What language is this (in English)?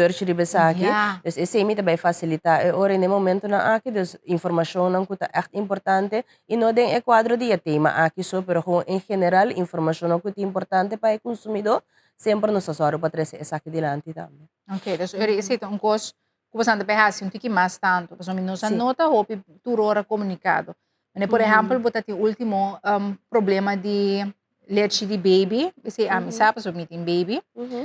Papiamento